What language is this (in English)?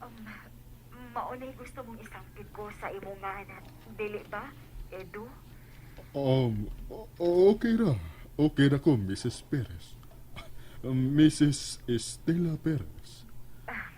Cebuano